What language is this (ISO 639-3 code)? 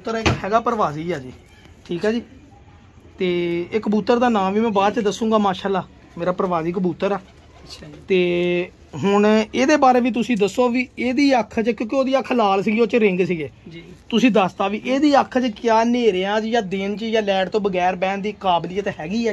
pan